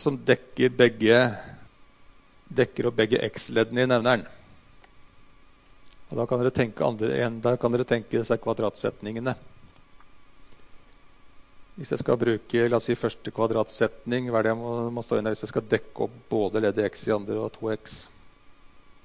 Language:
Norwegian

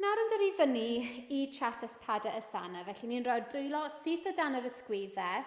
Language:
Welsh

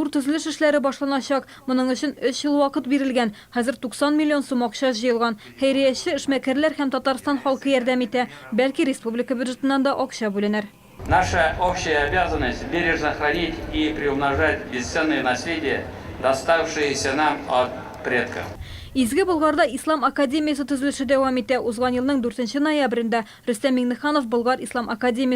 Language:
Tatar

